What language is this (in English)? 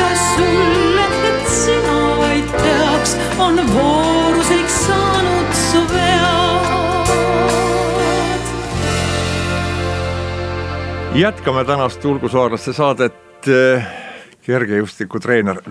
Estonian